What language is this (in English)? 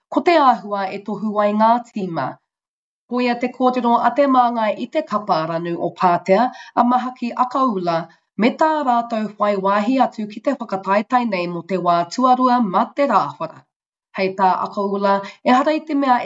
Māori